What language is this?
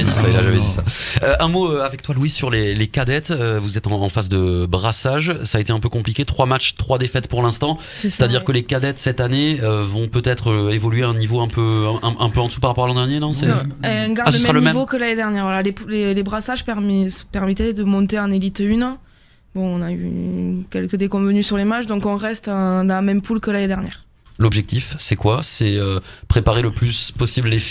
French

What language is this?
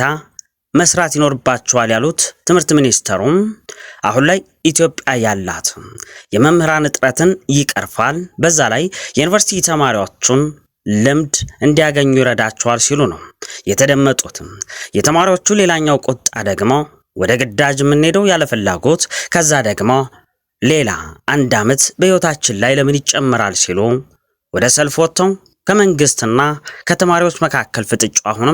Amharic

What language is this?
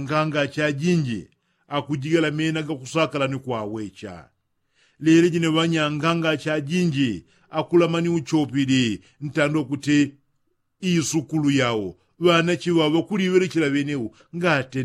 Yao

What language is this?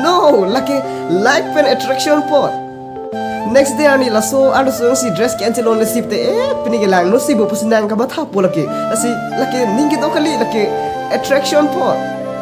Karbi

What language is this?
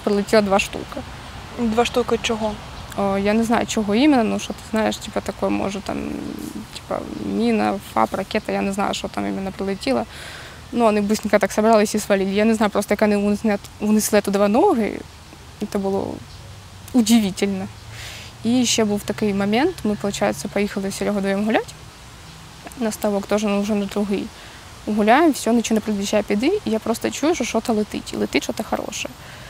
Ukrainian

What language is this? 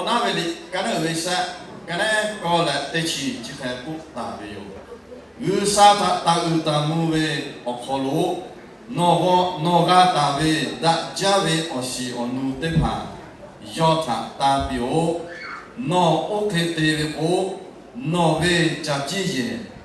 Lahu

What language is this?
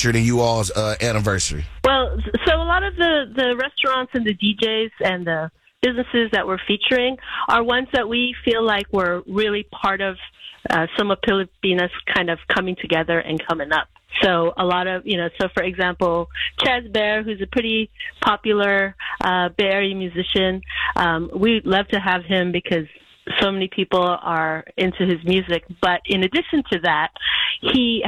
English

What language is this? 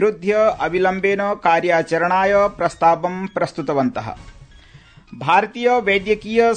Sanskrit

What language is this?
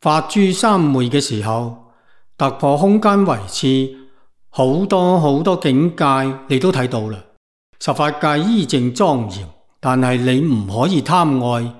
Cantonese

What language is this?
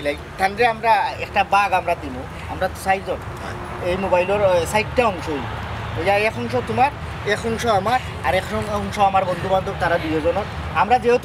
Sylheti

